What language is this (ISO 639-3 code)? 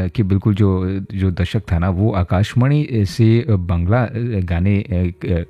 hin